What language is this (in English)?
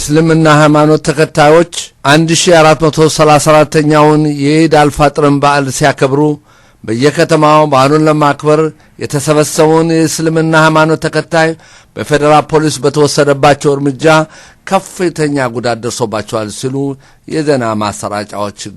Amharic